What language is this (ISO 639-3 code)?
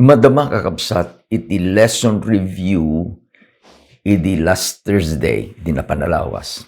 ilo